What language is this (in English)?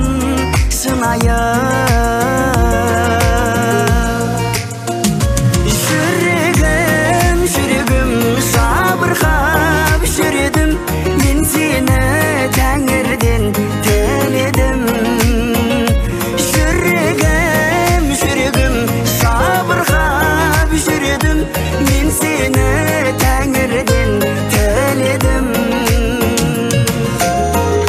Kazakh